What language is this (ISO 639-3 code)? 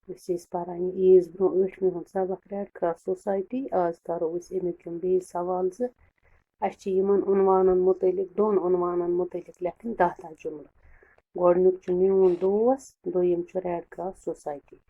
kas